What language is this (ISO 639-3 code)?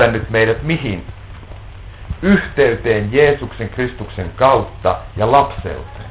fin